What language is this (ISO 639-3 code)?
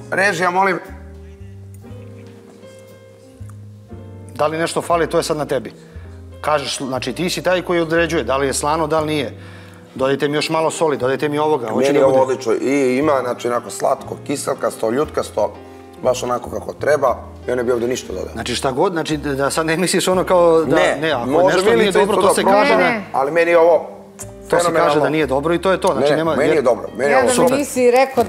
bos